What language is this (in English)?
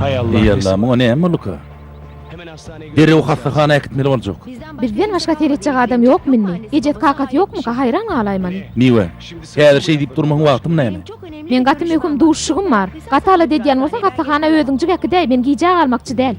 Turkmen